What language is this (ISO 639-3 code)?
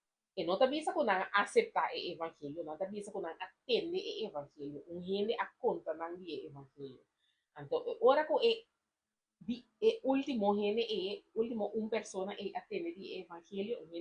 pap